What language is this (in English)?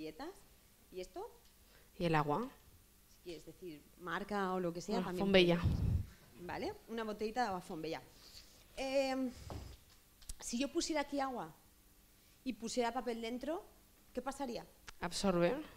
Spanish